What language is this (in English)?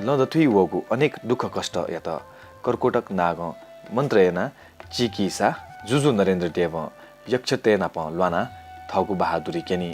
Newari